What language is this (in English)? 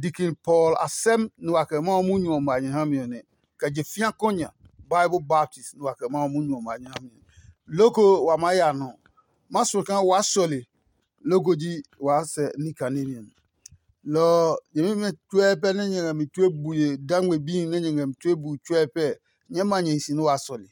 Adangme